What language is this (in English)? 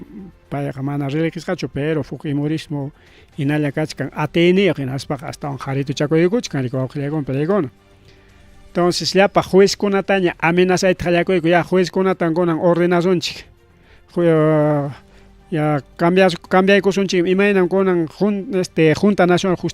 Ayacucho Quechua